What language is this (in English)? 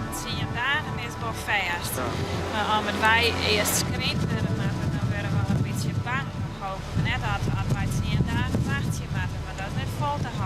Western Frisian